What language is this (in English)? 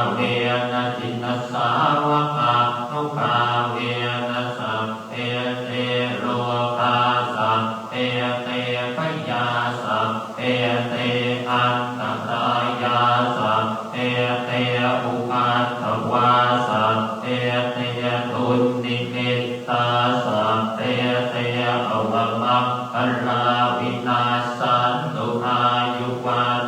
Pali